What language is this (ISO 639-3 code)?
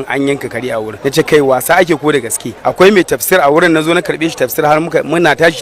hau